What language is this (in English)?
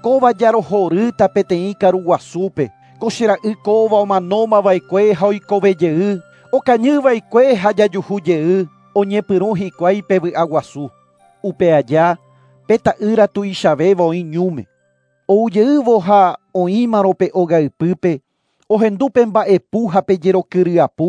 Guarani